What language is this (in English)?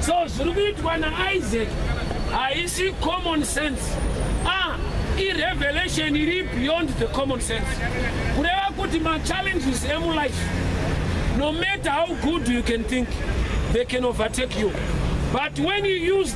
Shona